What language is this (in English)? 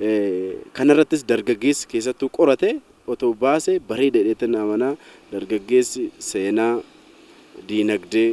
Oromo